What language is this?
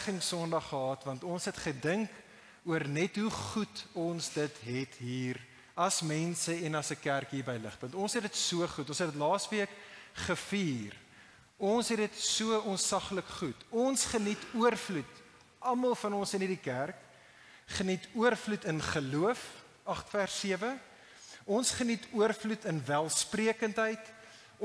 Afrikaans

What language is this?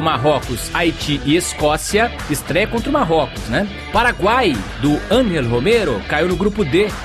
Portuguese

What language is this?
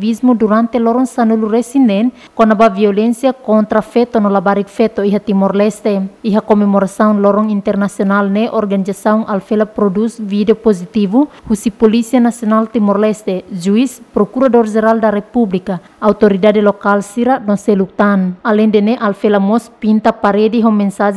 Tetum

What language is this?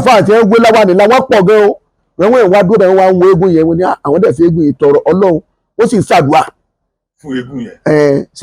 Yoruba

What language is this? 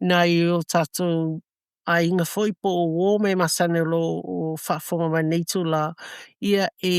Samoan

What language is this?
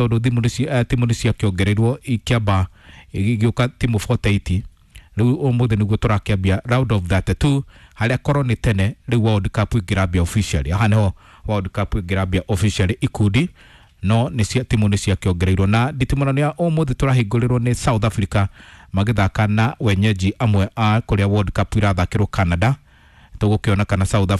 Kikuyu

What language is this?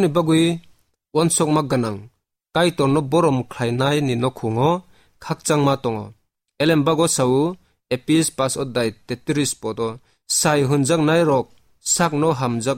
Kok Borok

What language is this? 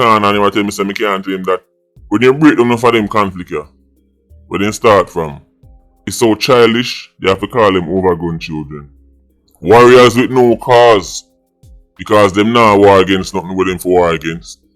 Jamaican Creole English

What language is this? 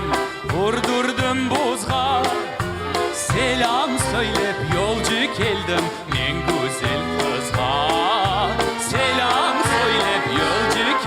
Crimean Tatar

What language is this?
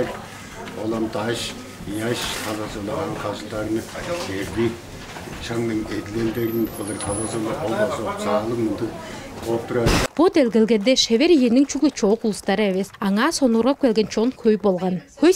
Tuvinian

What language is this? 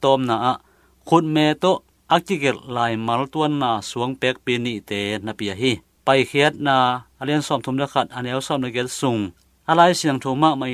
Tedim Chin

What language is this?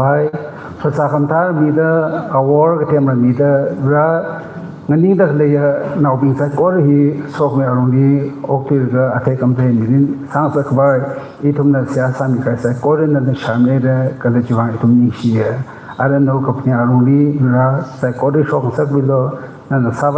Tangkhul Naga (India)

